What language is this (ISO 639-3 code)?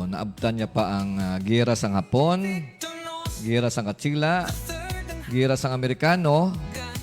hil